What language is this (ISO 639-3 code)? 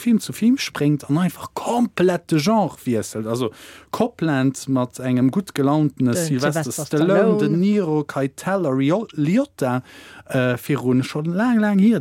ltz